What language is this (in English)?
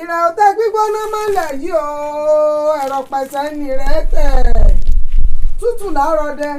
Yoruba